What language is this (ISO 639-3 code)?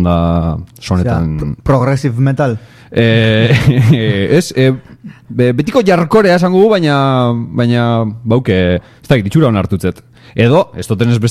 eus